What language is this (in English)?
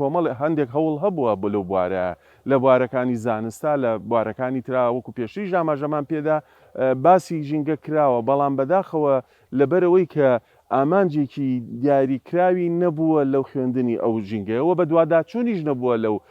Central Kurdish